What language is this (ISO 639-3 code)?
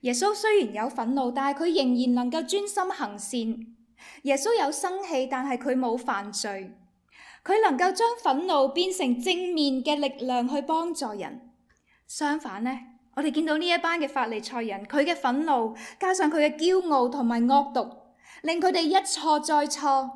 yue